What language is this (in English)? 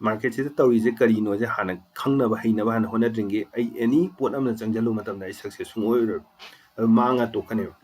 Manipuri